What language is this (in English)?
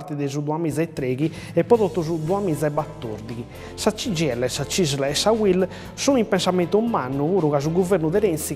Sardinian